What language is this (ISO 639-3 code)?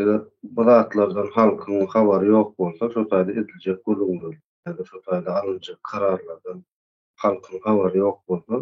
tuk